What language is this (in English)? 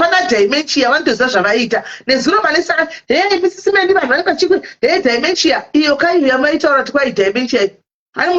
Shona